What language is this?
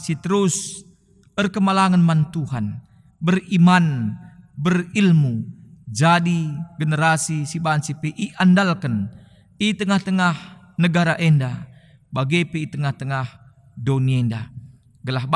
Batak Karo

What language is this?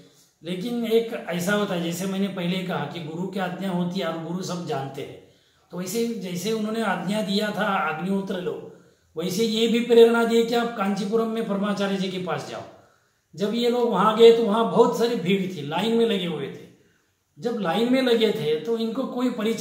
Hindi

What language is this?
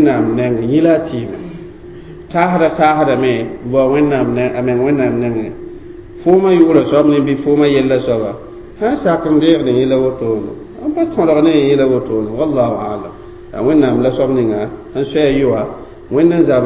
Mossi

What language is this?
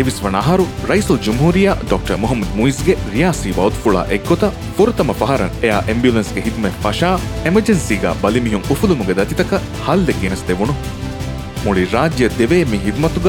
Divehi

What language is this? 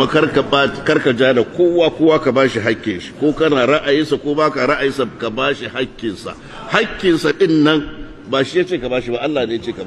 Hausa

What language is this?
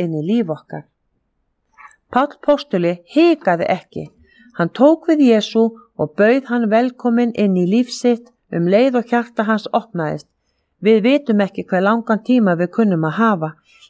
Icelandic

